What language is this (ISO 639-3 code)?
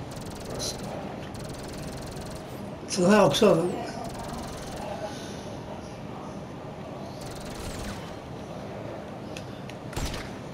swe